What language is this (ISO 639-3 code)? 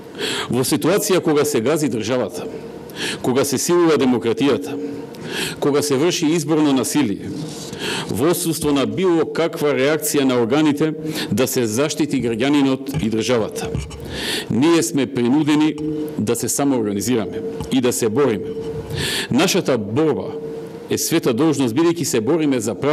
mkd